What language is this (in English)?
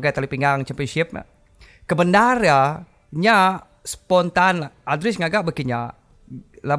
Iban